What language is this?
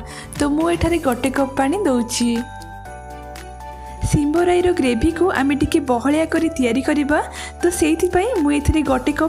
Odia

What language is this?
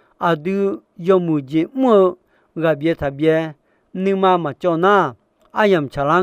Akha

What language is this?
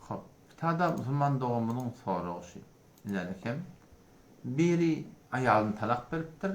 Turkmen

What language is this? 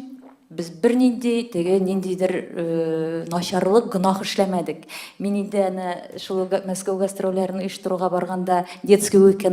Tatar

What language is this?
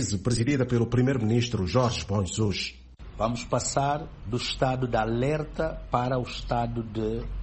Portuguese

